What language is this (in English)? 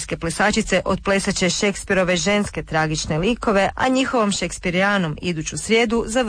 Croatian